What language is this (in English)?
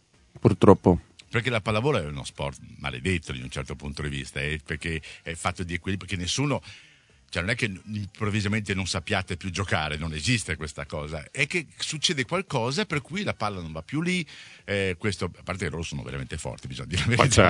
Italian